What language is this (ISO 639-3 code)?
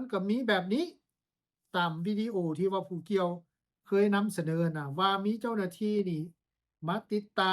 lao